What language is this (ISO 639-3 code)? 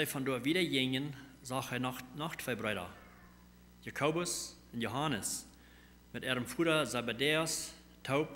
pdt